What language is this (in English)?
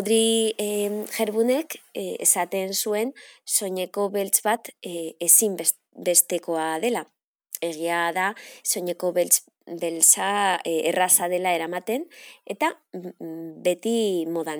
Basque